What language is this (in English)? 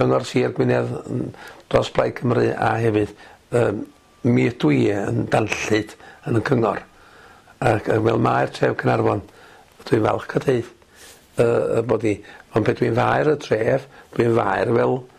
Welsh